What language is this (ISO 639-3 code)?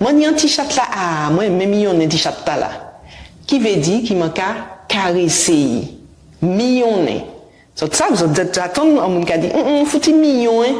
gcf